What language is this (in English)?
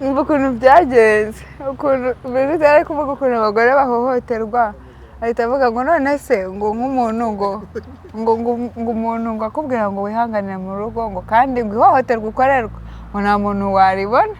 Kinyarwanda